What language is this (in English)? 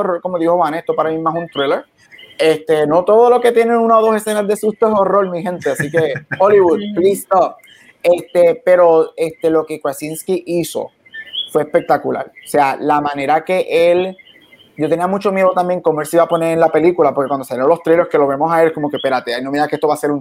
Spanish